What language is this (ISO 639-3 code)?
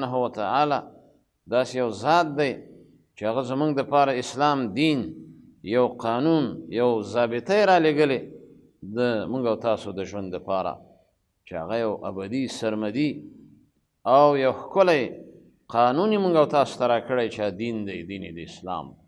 pus